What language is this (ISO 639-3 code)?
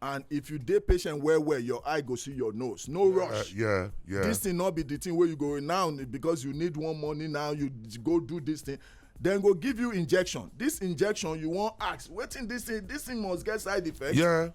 pcm